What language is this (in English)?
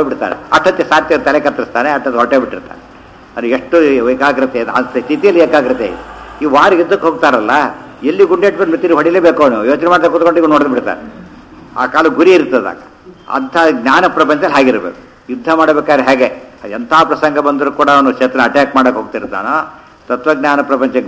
Kannada